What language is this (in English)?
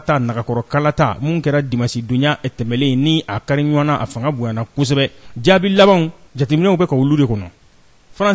Bambara